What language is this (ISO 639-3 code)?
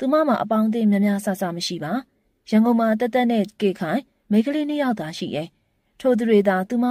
mya